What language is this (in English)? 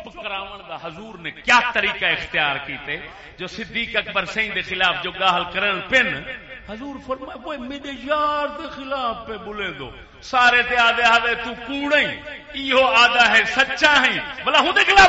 Saraiki